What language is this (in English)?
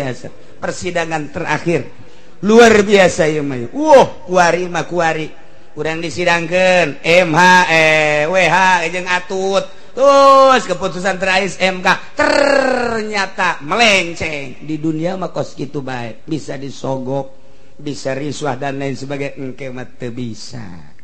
Sundanese